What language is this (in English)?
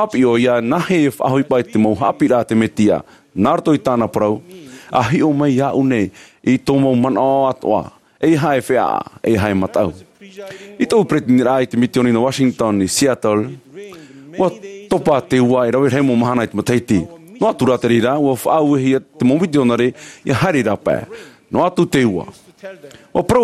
Tahitian